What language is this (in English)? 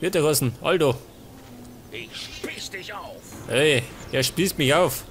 Bavarian